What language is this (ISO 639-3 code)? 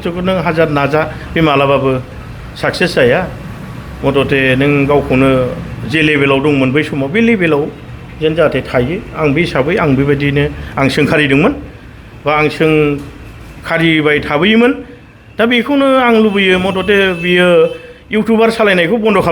brx